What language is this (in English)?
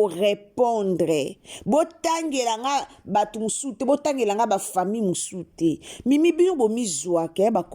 Lingala